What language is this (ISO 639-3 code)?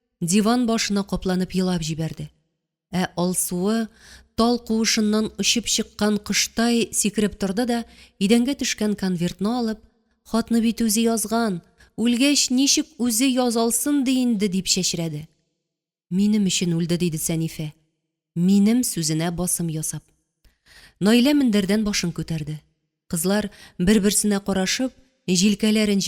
tat